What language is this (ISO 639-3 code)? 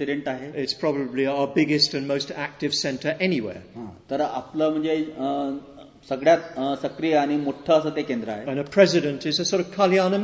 mar